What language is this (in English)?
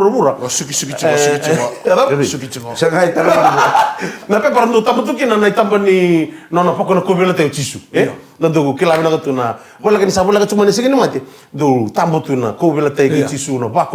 Fijian